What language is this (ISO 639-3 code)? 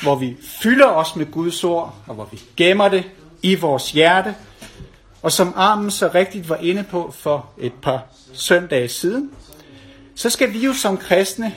dan